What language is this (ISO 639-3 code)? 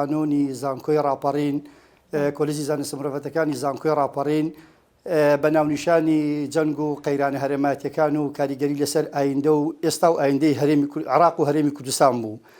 ckb